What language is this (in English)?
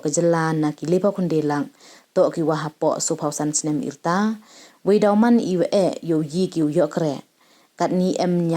Pnar